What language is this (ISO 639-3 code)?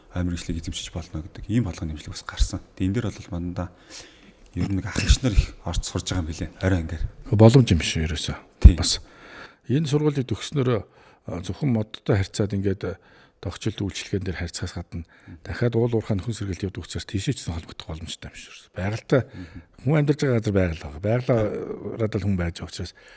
mon